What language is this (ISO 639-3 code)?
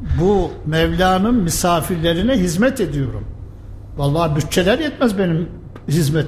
tur